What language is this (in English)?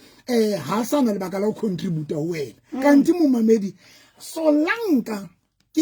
Southern Sotho